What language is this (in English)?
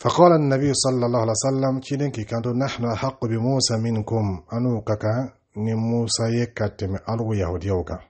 Dyula